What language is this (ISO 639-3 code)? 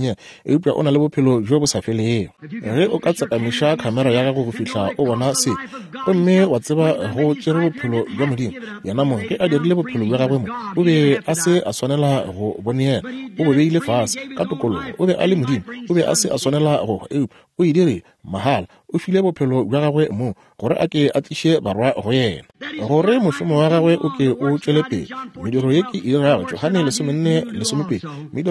nso